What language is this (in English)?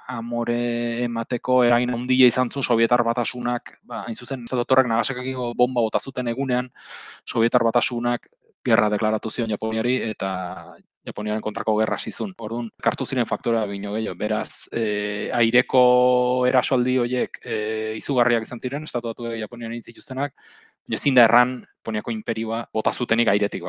Basque